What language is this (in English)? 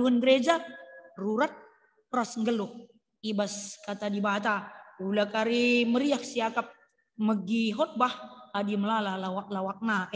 Batak Karo